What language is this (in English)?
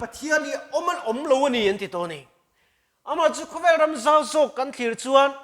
Mizo